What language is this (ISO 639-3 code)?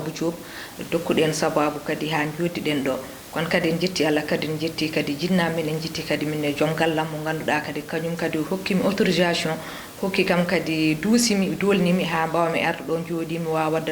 ful